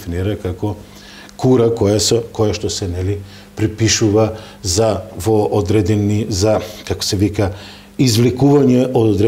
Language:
Macedonian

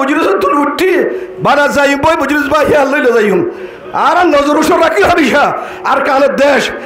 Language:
Rohingya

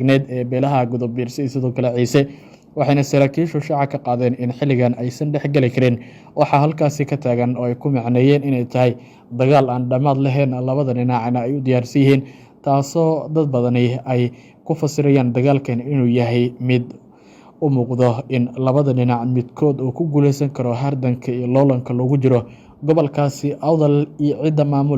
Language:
Somali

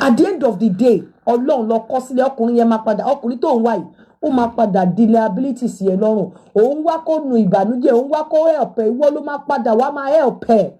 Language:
Yoruba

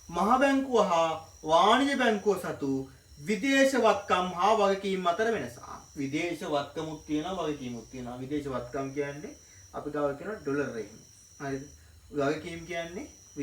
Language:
Sinhala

